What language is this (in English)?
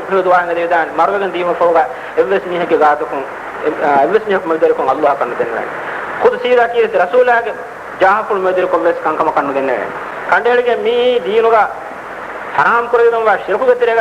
Divehi